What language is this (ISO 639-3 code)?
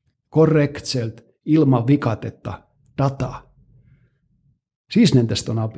est